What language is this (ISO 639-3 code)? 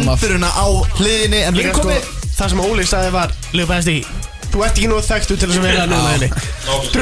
isl